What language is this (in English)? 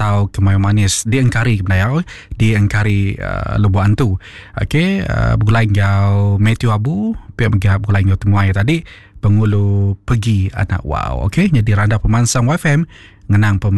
Iban